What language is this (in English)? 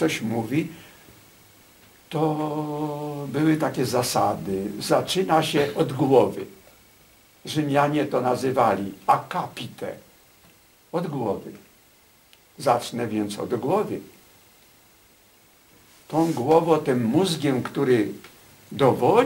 Polish